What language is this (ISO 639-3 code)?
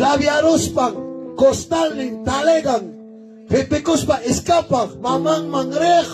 quy